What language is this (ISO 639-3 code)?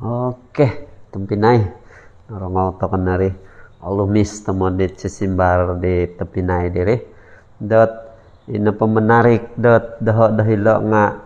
dtp